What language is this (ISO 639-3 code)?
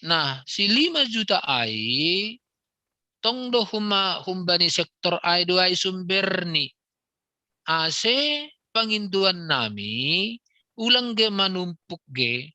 bts